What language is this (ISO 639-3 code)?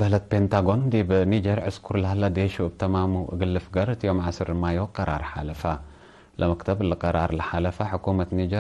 tig